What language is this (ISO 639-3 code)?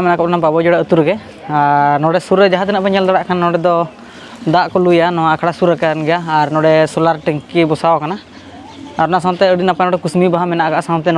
sat